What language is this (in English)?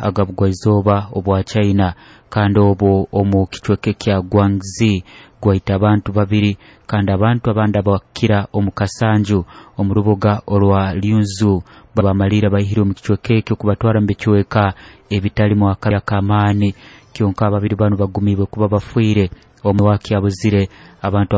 Nyoro